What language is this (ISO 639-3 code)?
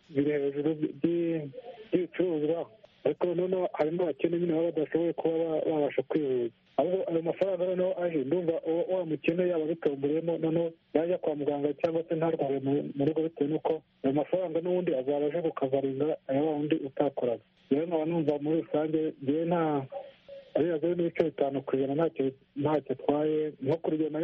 kin